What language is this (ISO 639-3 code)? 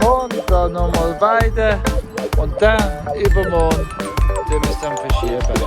gsw